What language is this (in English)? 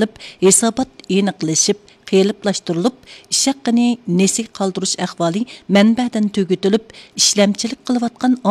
Uyghur